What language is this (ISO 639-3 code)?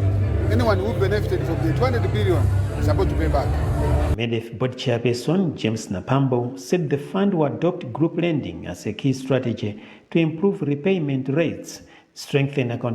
eng